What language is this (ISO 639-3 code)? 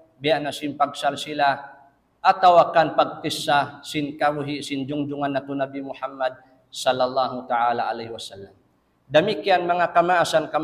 tsg